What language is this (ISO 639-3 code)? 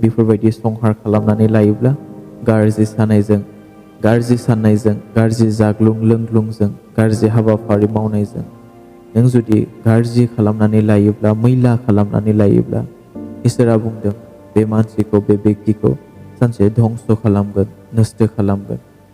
brx